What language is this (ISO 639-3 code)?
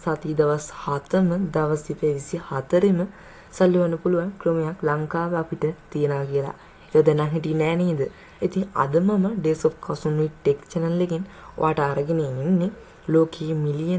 sin